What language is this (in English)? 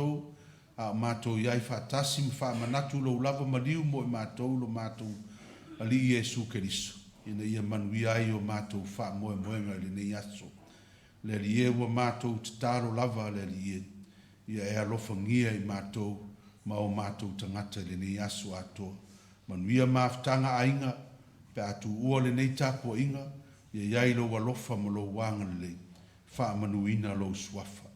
Samoan